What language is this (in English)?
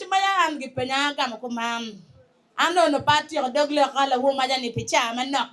Acoli